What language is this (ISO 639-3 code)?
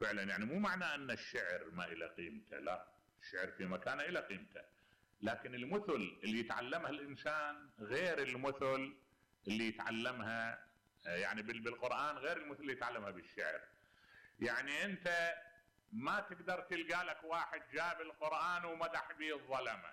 acm